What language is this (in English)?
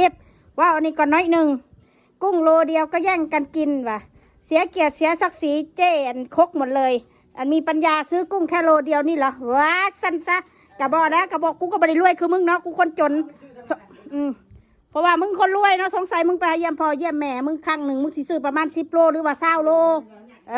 Northeastern Thai